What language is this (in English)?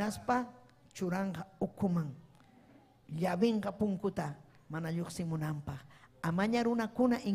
Ayacucho Quechua